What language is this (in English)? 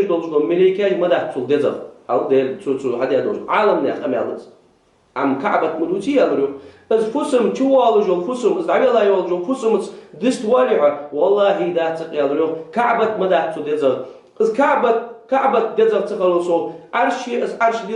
Ingush